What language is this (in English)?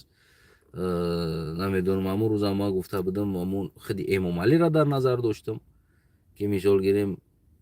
Tajik